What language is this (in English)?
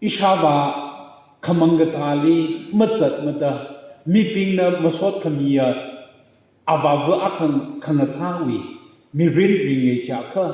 Tangkhul Naga (India)